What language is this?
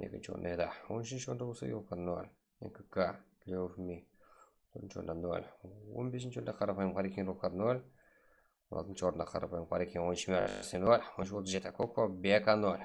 Kara-Kalpak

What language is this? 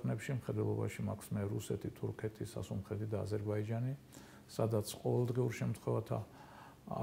Georgian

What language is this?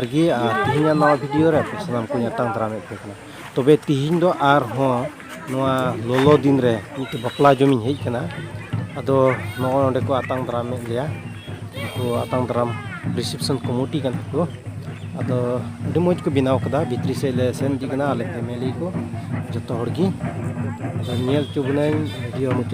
Santali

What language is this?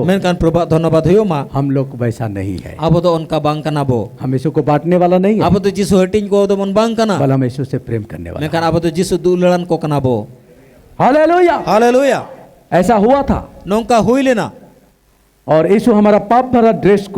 Santali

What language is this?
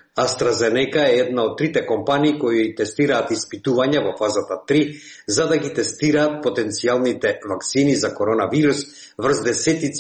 Macedonian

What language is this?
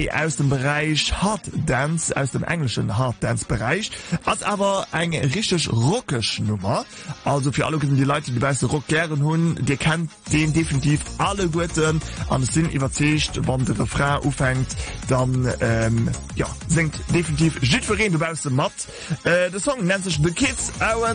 English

